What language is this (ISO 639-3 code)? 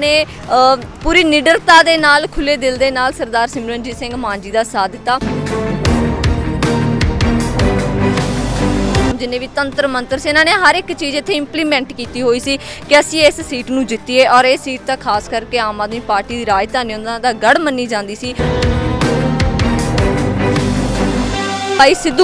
pan